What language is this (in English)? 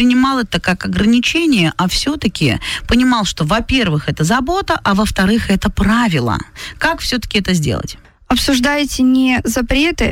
Russian